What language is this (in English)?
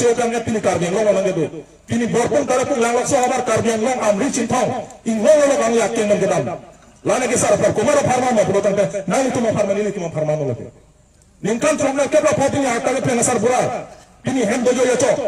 Karbi